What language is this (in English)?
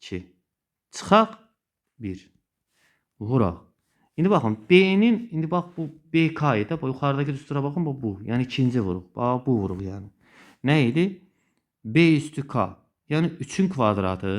Azerbaijani